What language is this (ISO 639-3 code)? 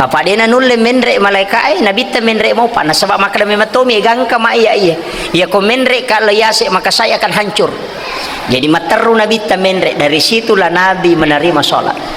bug